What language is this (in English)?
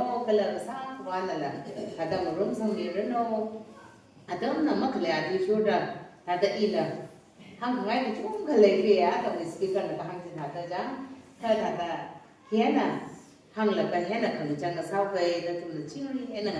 Tangkhul Naga (India)